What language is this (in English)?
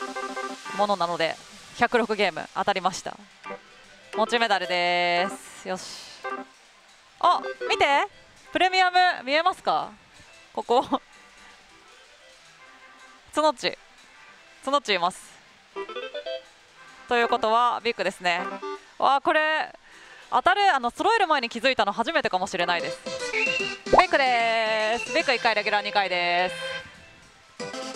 Japanese